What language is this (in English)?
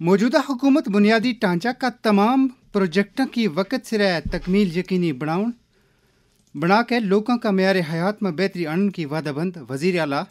Gujari